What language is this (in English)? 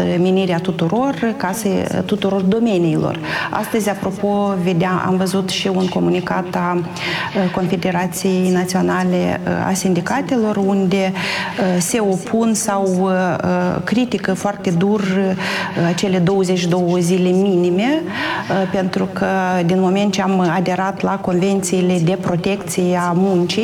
Romanian